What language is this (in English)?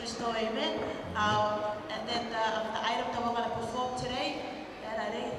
Gilbertese